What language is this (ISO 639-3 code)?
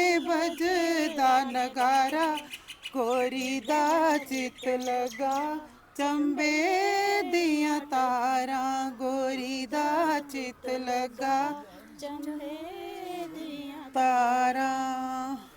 doi